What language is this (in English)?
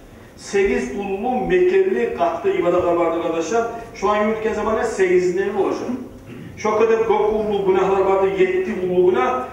Kumyk